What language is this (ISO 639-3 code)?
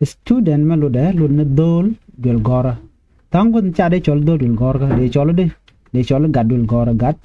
nus